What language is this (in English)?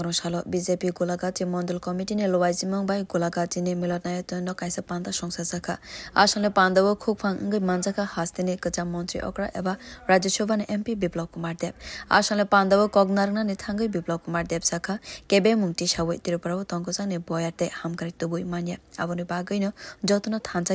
Kok Borok